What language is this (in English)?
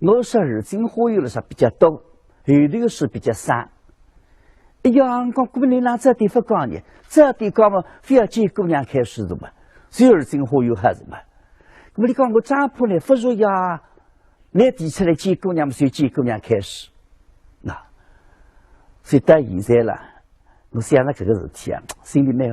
Wu Chinese